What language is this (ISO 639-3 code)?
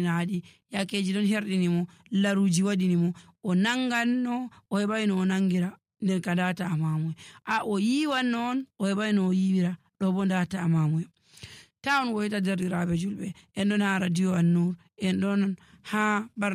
fuv